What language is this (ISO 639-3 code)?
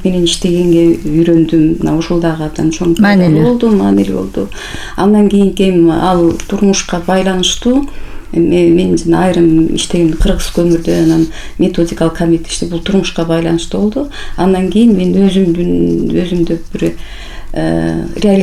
kir